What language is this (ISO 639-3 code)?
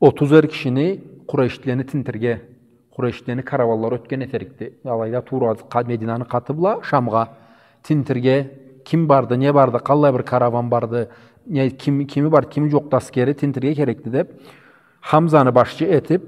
krc